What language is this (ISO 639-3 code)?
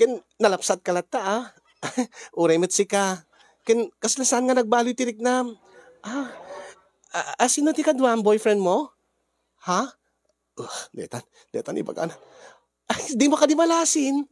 ilo